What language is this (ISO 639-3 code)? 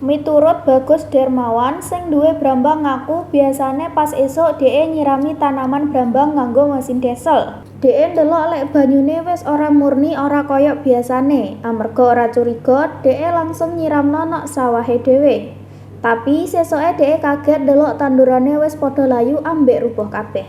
jav